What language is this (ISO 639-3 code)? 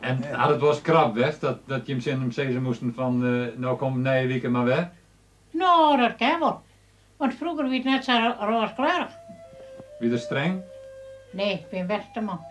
fry